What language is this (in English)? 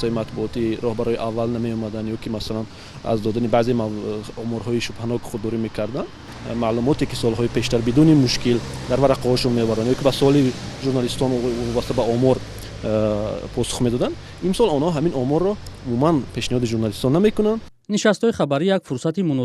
Tajik